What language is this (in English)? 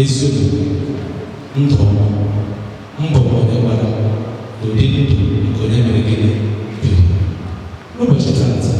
Igbo